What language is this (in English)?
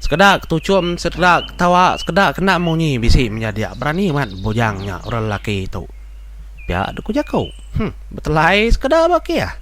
Iban